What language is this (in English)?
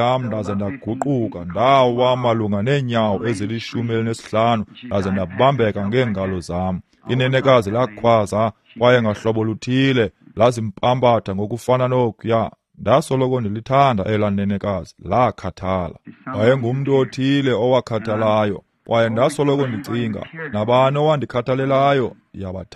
Xhosa